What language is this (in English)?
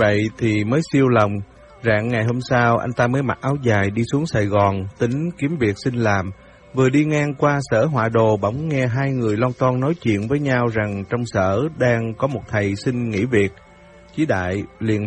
Vietnamese